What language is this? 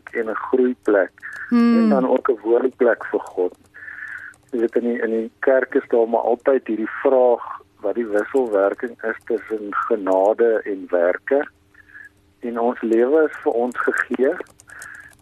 Afrikaans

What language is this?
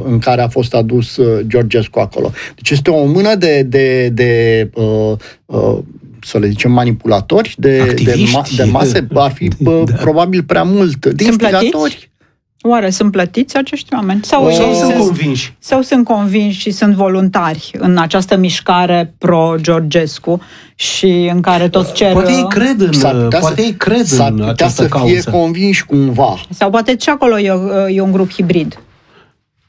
Romanian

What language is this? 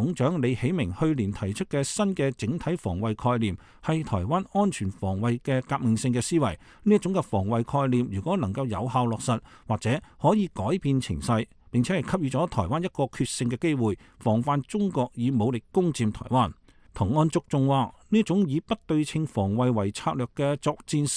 Cantonese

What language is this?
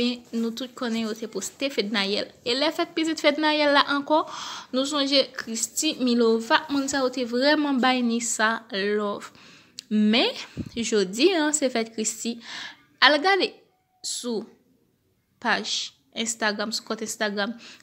Haitian Creole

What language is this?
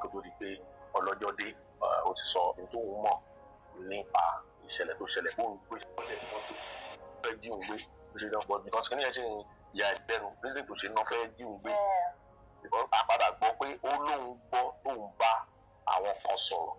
Yoruba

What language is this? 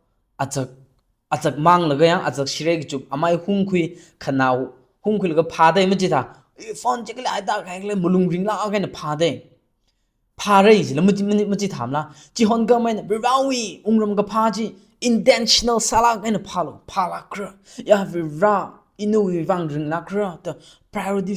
Tangkhul Naga (India)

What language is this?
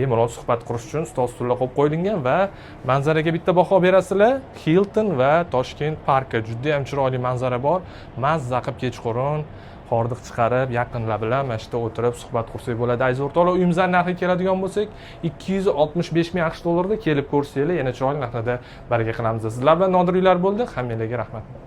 Uzbek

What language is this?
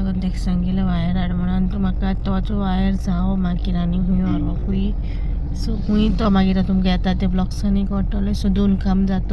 Konkani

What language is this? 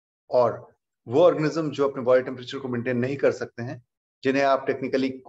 Hindi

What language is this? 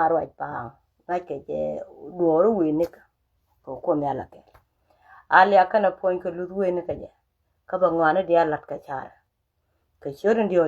Nuer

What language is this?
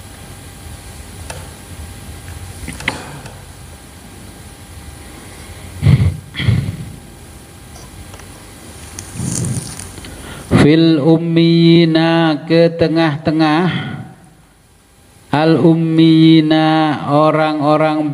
Indonesian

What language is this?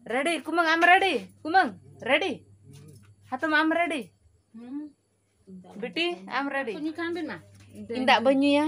Santali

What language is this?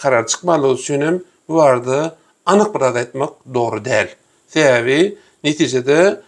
Turkmen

